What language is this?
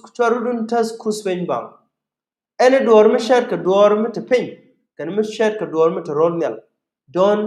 Nuer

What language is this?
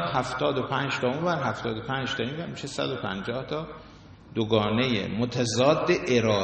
Persian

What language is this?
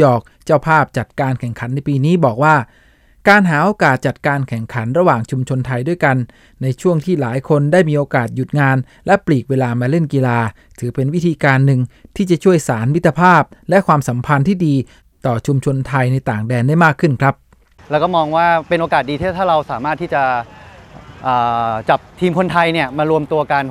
Thai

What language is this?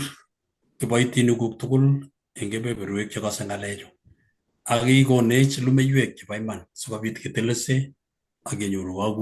Kalenjin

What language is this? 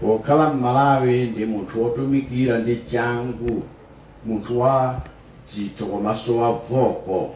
Nyanja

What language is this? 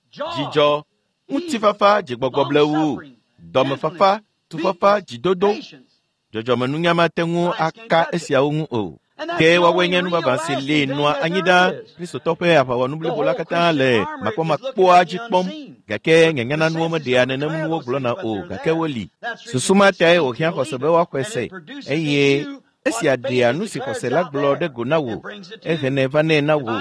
Ewe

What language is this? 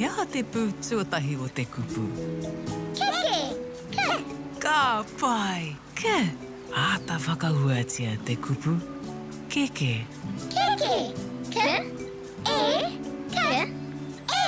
Māori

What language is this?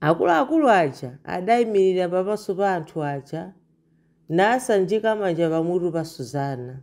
Nyanja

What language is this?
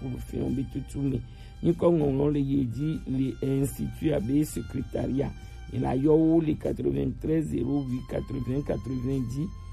Gen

